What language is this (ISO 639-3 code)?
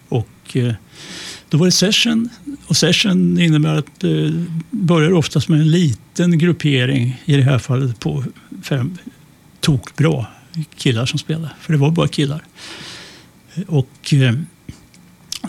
swe